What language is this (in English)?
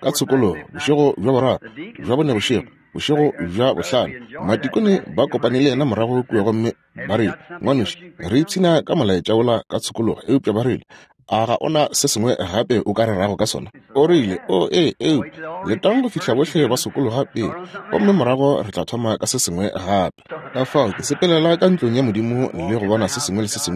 Northern Sotho